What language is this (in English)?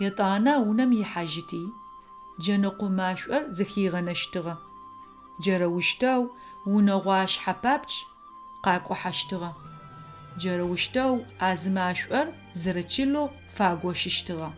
Adyghe